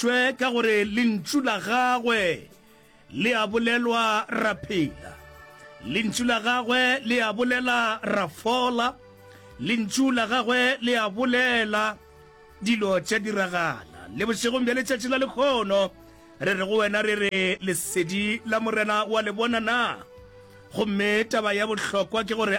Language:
Northern Sotho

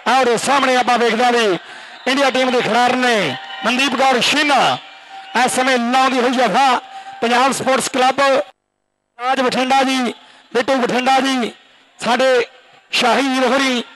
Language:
Punjabi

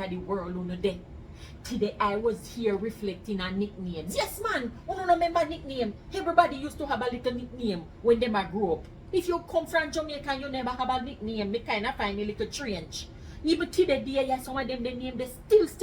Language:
Jamaican Creole English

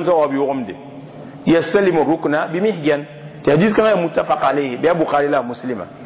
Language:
Mossi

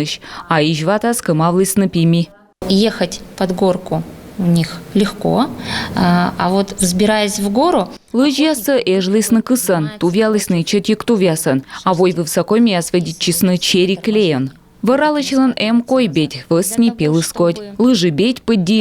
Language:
Komi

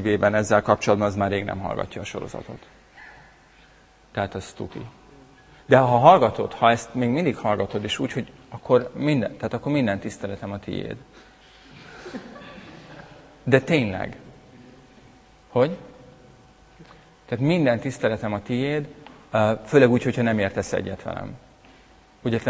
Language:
Hungarian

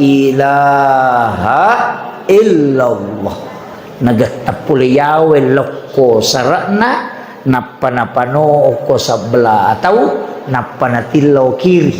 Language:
Buginese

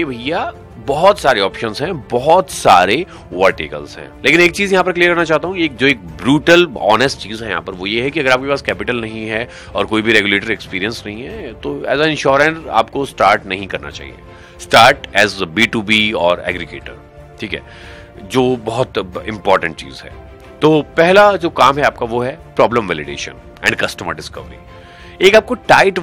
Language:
Hindi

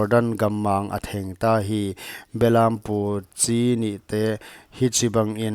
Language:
Paite Chin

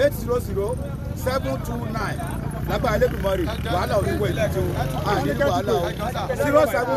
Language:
Yoruba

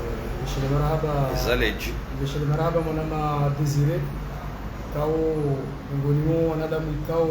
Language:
Ngazidja Comorian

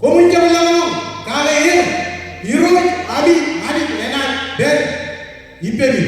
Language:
Marshallese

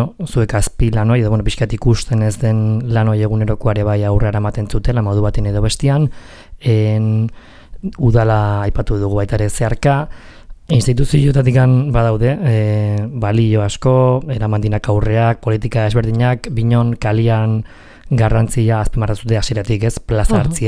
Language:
Basque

